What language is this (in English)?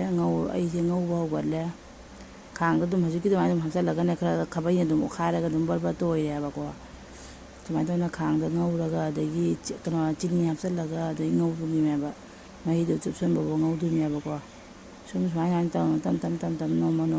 Manipuri